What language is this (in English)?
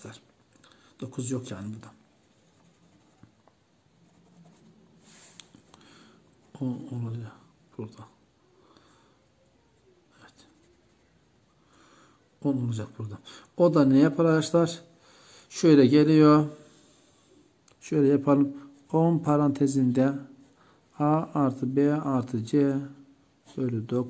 Turkish